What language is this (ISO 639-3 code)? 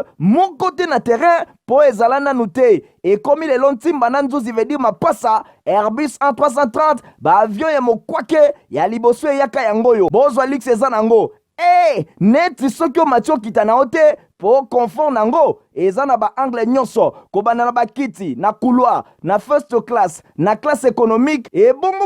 lin